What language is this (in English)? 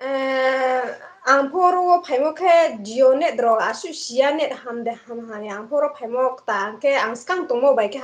Riang (India)